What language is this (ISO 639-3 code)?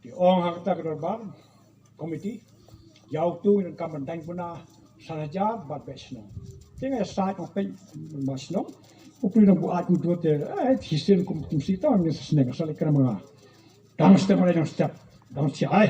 kha